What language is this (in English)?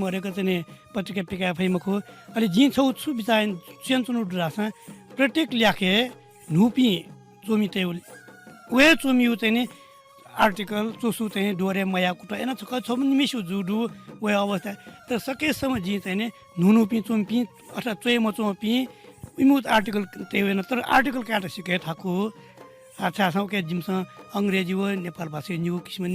Newari